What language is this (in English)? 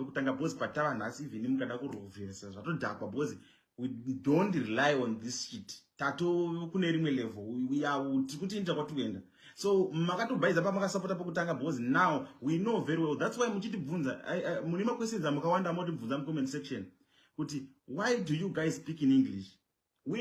Shona